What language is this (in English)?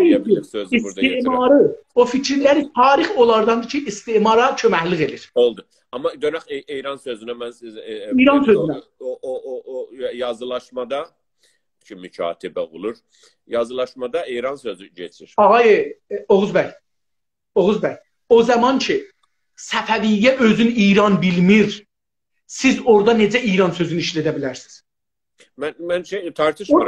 South Azerbaijani